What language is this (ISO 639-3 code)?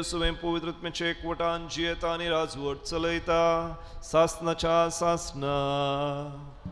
kok